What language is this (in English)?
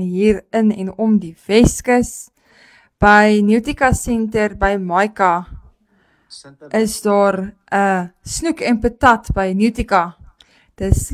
Afrikaans